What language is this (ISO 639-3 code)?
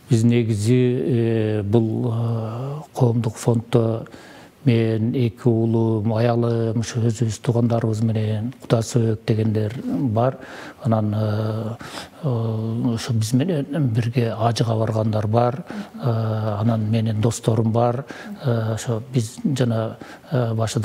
kir